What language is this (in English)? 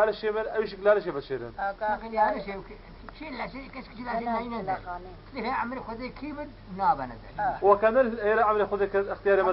Kurdish